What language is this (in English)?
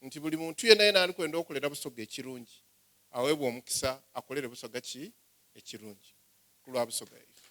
Soga